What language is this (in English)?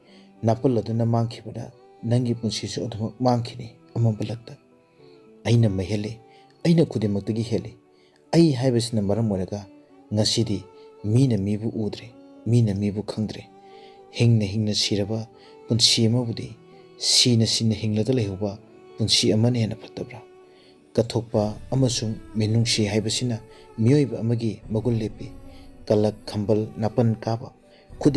Manipuri